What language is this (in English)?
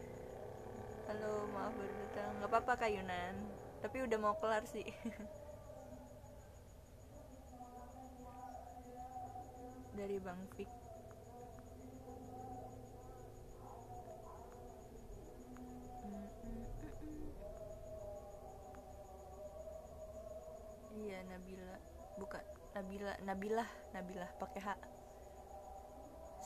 Indonesian